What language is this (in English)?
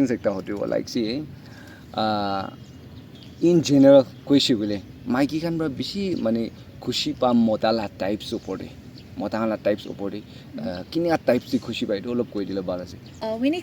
Naga Pidgin